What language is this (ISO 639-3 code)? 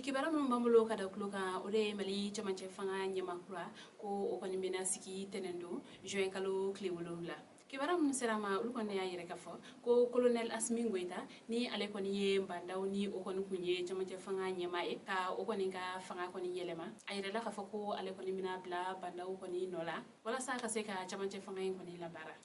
bam